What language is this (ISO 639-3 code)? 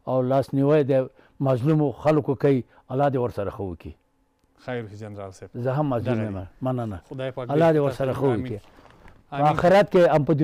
pus